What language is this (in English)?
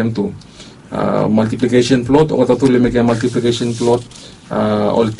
Bislama